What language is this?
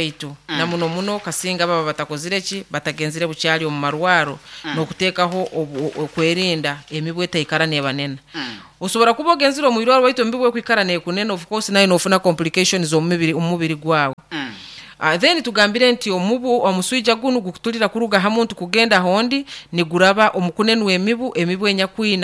Nyoro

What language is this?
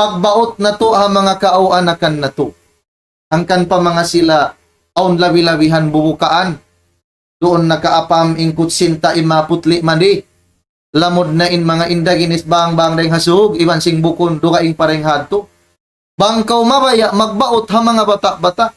Tausug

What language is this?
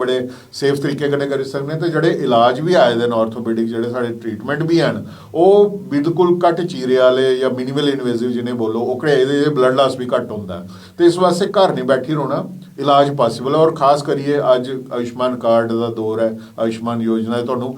Dogri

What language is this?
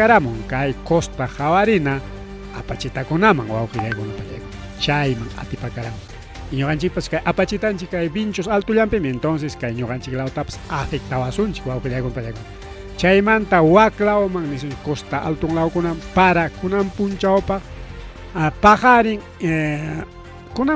Ayacucho Quechua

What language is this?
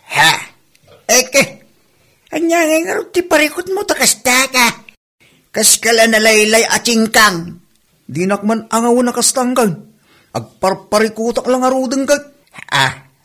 Iloko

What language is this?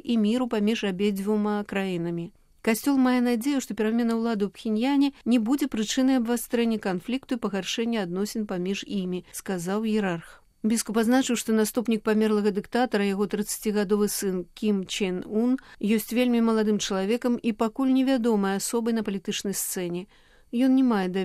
Belarusian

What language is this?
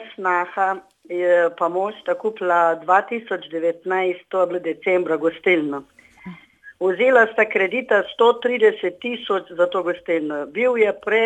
Slovenian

